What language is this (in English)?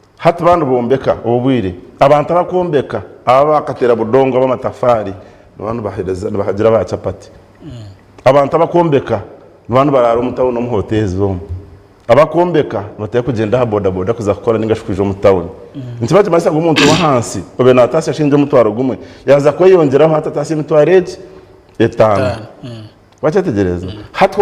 Nyankole